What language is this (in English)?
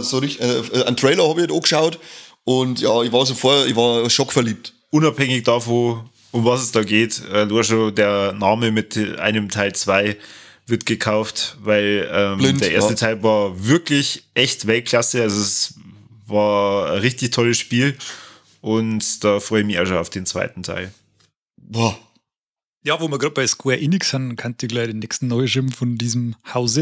Bavarian